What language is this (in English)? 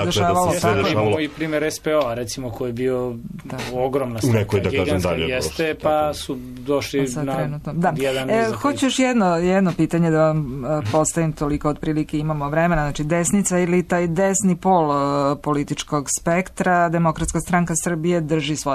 Serbian